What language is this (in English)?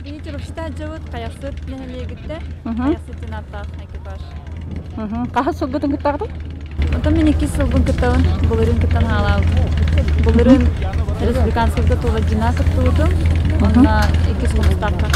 Yakut